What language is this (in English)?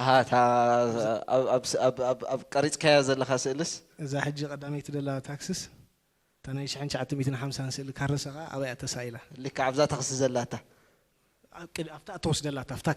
Tigrinya